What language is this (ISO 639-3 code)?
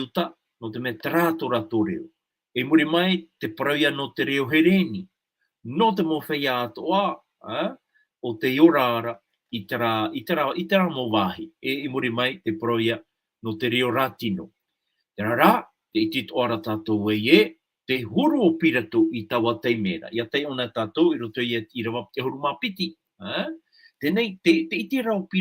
tah